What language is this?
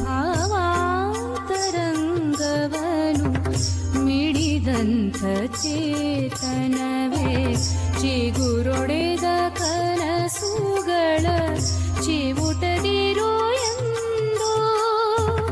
Kannada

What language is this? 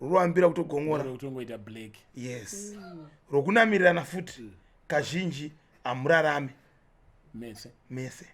Shona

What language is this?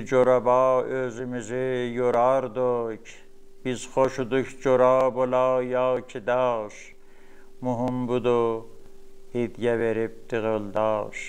South Azerbaijani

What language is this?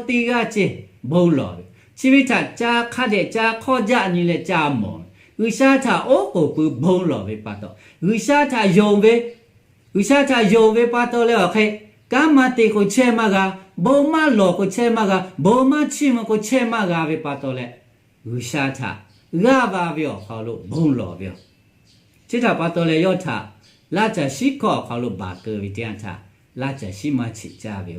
Lahu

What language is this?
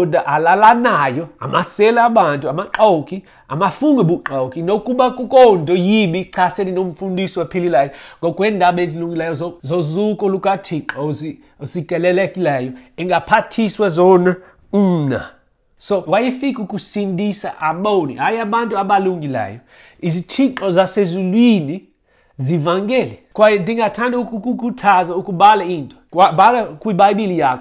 Xhosa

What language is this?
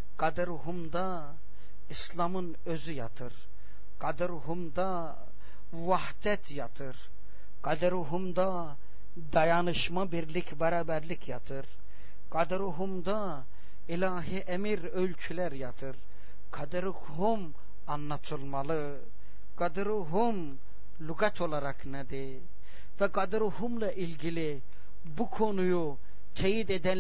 Turkish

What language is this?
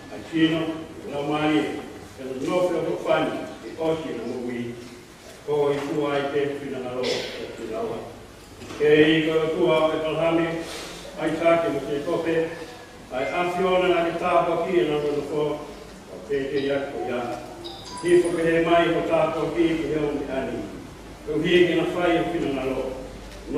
Tongan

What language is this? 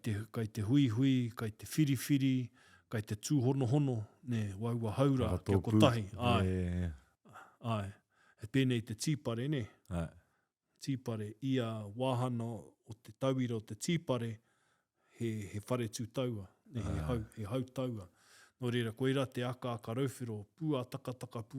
Māori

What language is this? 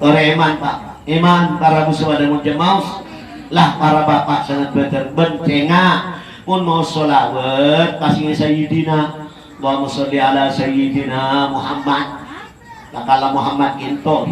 Madurese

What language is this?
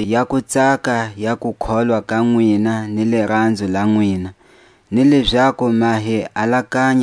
Tswa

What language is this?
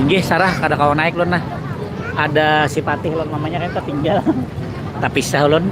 Banjar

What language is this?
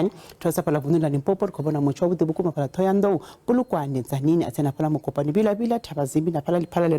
Venda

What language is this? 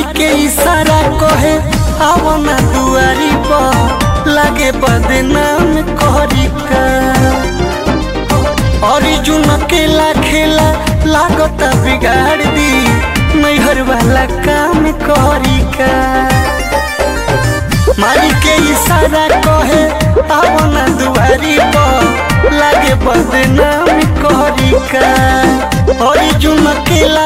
Bhojpuri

